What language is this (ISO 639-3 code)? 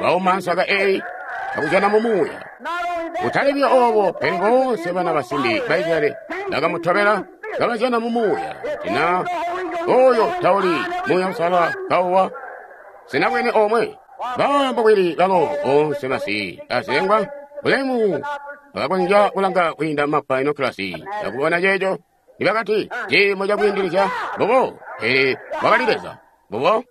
toi